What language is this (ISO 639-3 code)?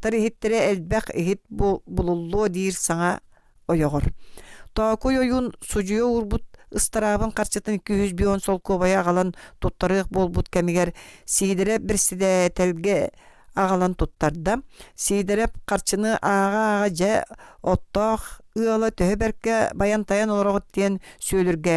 sah